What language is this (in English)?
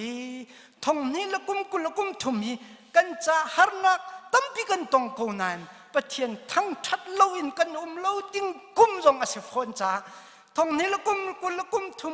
Hakha Chin